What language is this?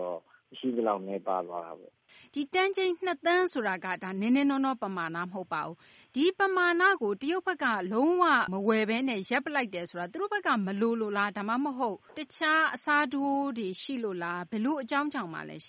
Burmese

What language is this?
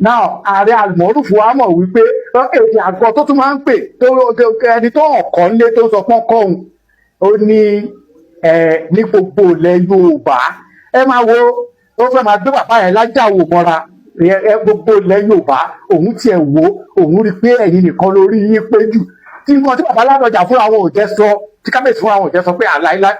Yoruba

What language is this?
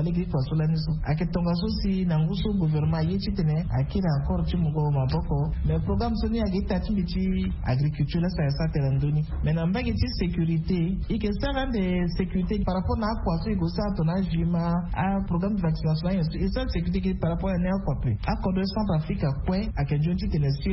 Sango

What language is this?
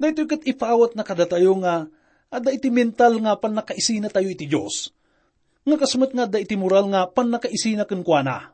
Iloko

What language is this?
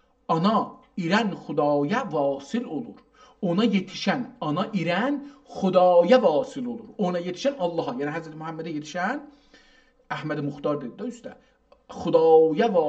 South Azerbaijani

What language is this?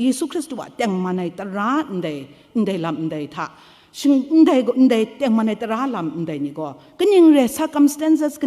Kachin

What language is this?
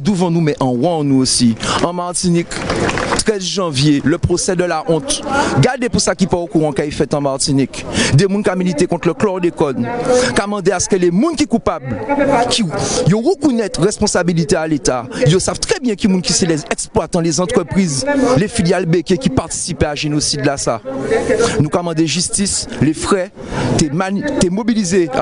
Guadeloupean Creole French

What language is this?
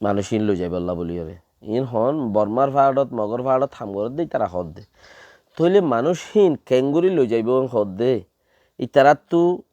Rohingya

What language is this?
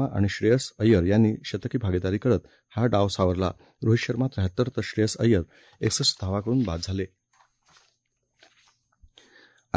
Marathi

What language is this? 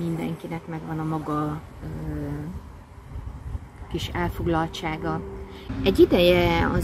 Hungarian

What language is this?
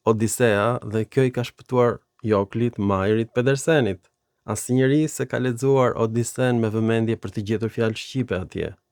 Albanian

